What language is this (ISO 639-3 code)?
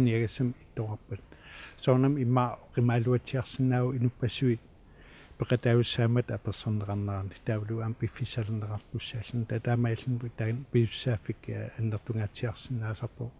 kal